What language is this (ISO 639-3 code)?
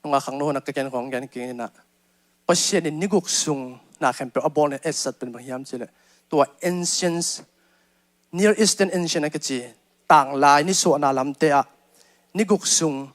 ctd